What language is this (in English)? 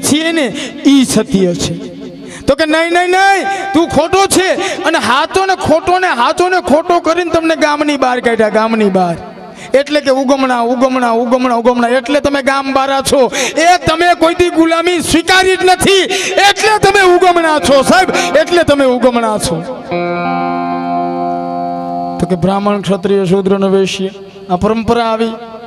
Gujarati